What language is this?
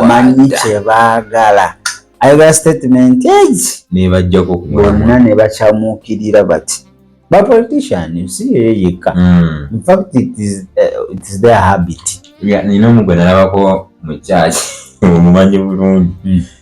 Ganda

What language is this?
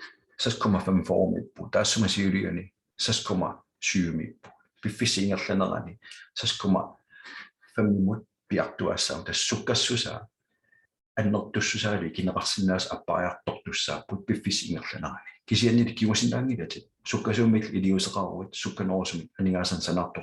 Kalaallisut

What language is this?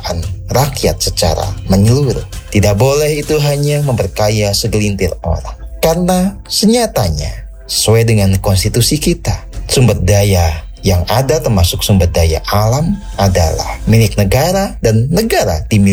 Indonesian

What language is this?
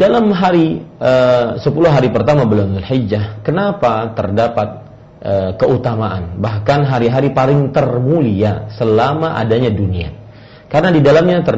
Indonesian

